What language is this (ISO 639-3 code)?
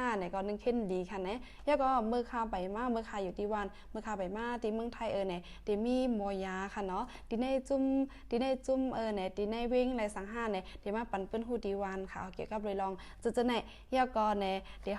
shn